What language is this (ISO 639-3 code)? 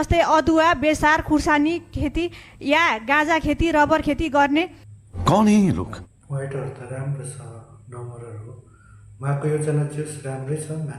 nep